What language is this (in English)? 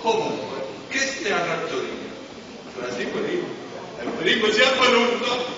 Neapolitan